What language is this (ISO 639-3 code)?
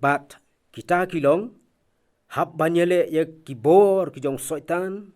kha